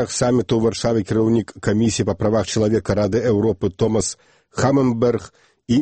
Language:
Belarusian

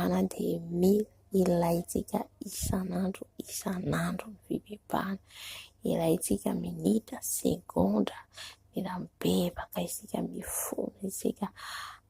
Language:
Malagasy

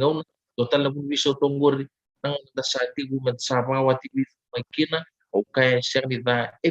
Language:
Fijian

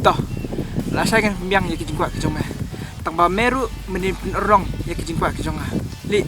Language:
Khasi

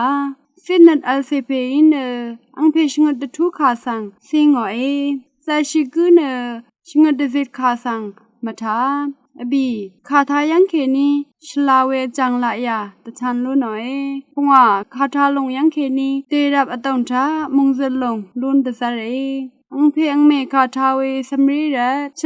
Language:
Rawang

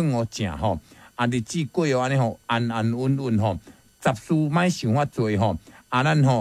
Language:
Min Nan Chinese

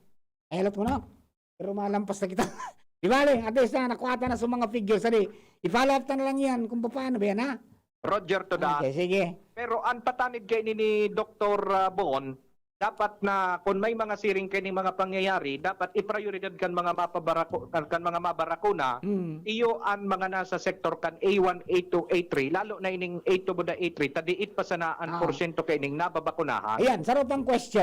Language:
Bikol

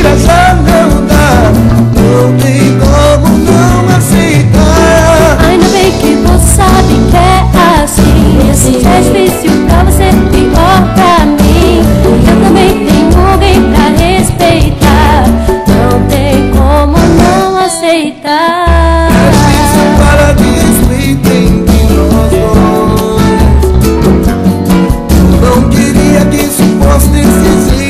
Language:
Portuguese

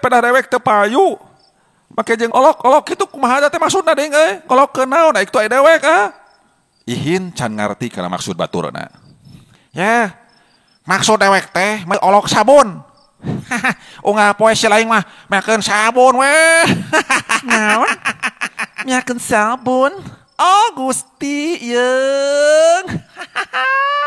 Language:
Sundanese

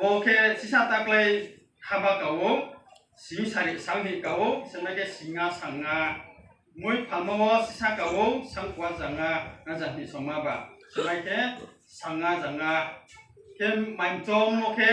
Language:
Riang (India)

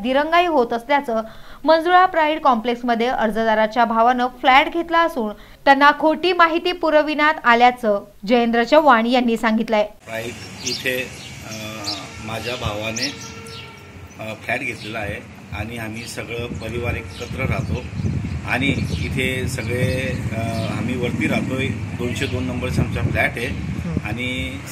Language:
Marathi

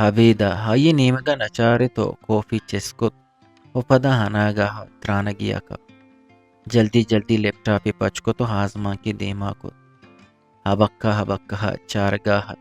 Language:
Eastern Balochi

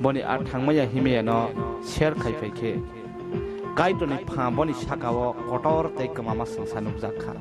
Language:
Kok Borok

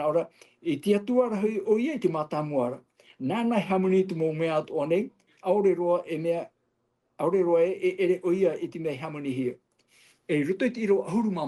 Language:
Tahitian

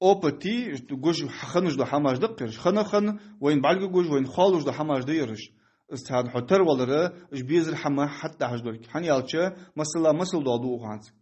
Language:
Ingush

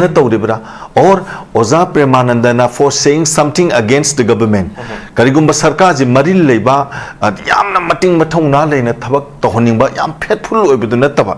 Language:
Manipuri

